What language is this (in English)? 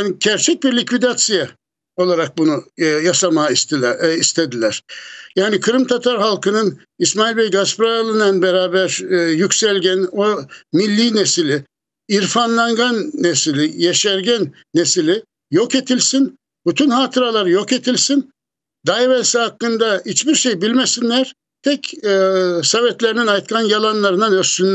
Crimean Tatar